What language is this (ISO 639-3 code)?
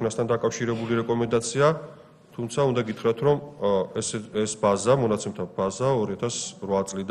kat